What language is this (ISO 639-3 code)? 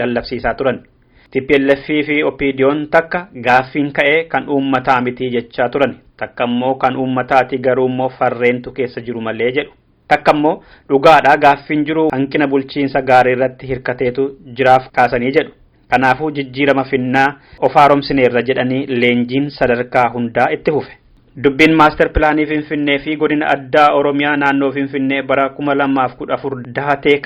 orm